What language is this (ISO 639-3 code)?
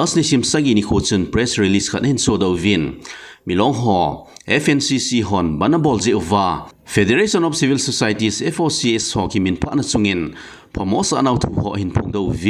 tcz